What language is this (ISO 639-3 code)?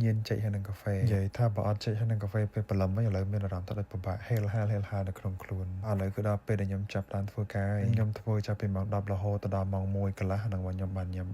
khm